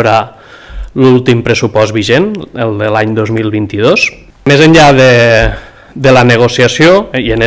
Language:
Catalan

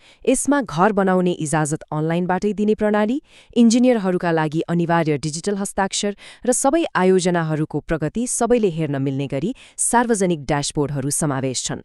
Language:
Nepali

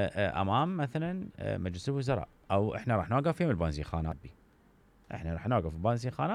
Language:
Mesopotamian Arabic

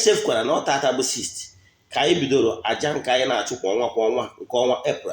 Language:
Igbo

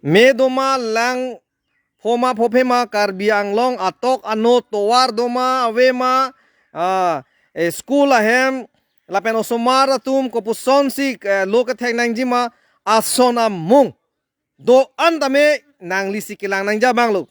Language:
Karbi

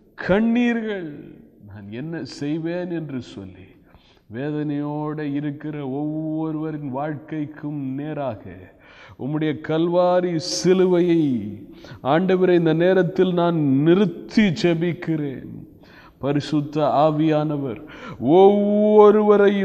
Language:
Tamil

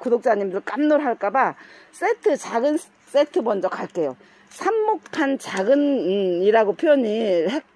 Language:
Korean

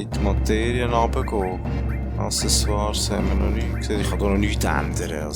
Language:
Swiss German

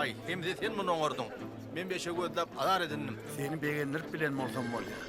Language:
Turkmen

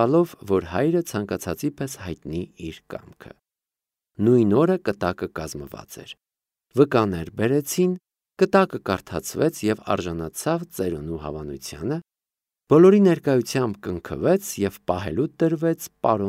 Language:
Armenian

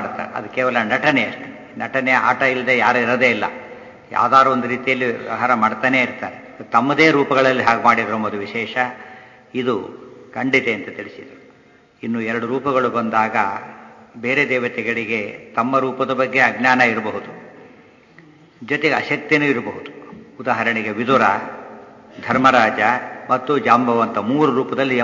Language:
Kannada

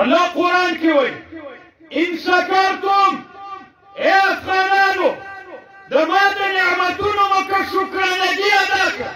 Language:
Pashto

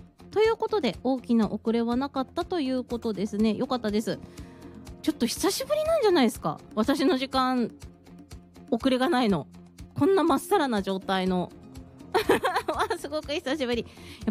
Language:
Japanese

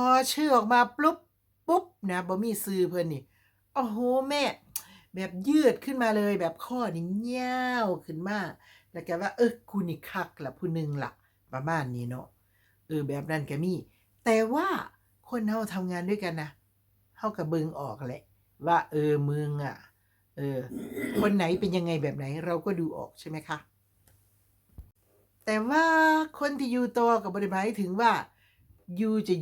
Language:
Lao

